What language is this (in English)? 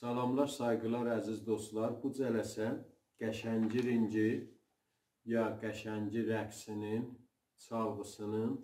South Azerbaijani